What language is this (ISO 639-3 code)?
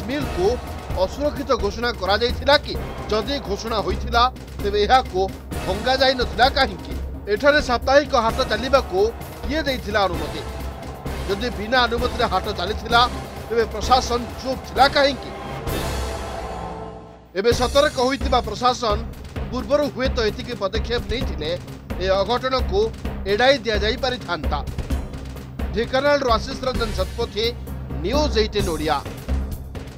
ori